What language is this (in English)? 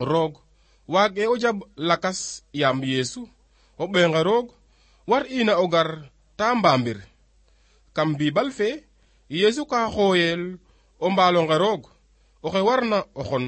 Serer